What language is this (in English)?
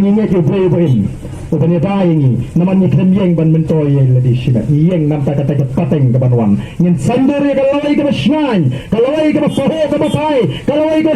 Khasi